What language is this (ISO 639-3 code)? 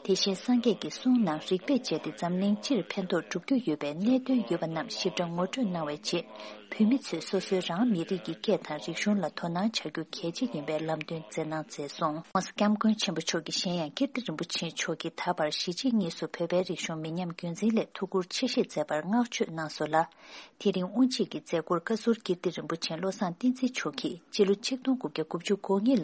bod